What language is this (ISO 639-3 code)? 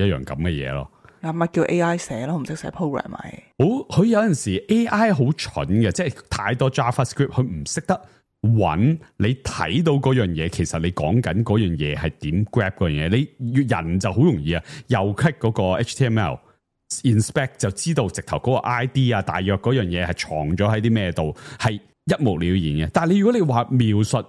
yue